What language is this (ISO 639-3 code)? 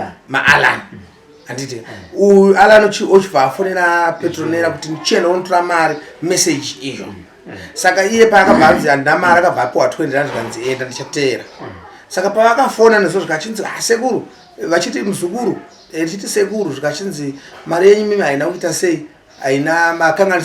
sna